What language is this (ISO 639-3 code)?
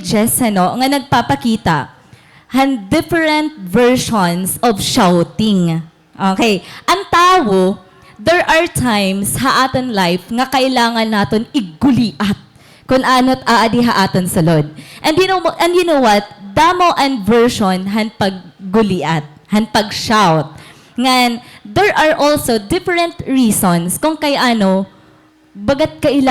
war